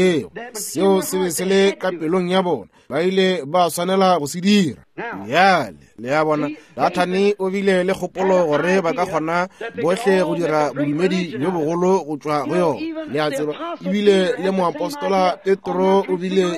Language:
Northern Sotho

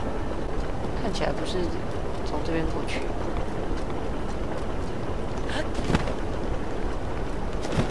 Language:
Chinese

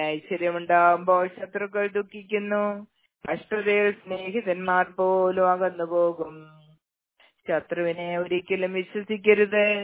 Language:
Malayalam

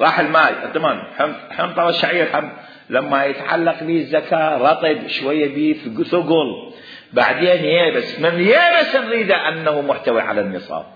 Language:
Mesopotamian Arabic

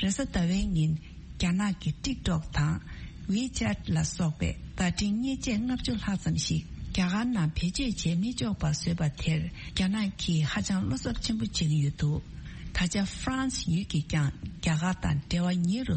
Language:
Tibetan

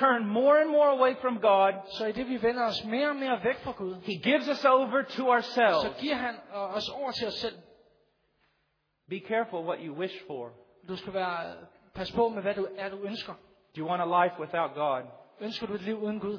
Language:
Danish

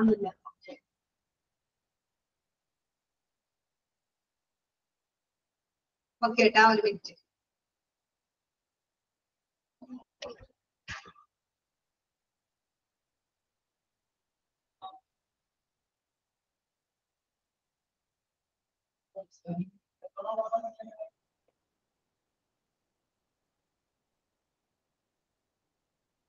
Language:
Malayalam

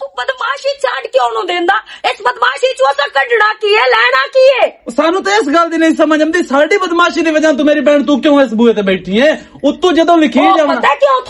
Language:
Western Panjabi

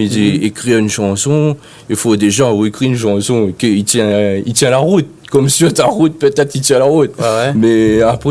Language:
Réunion Creole French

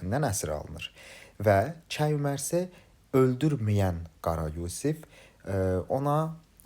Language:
Azerbaijani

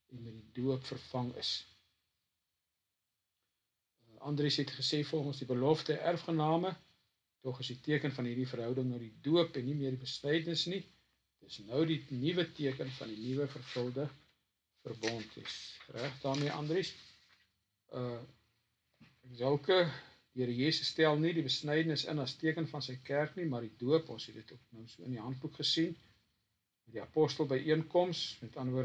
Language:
Afrikaans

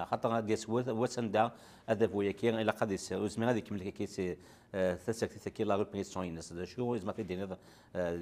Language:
Kabyle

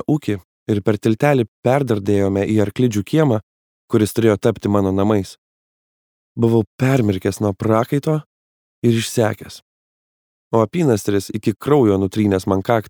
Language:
Lithuanian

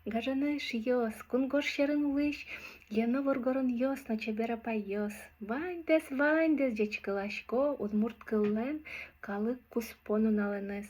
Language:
Udmurt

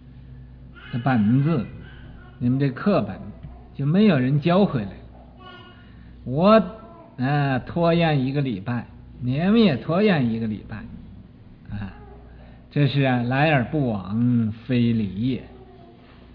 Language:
Chinese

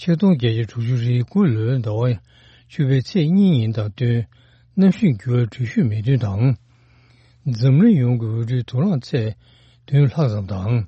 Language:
Tibetan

